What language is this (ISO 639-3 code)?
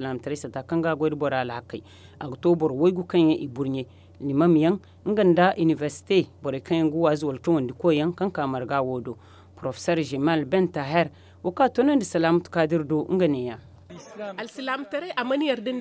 dje